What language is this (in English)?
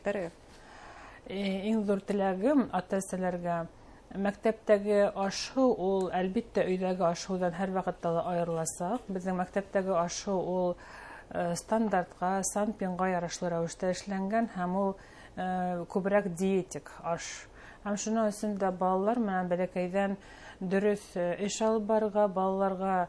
Bashkir